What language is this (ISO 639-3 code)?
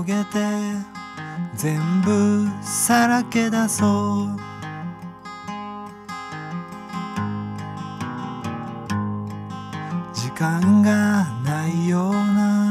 jpn